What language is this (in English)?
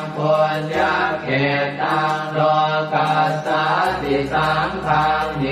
Pali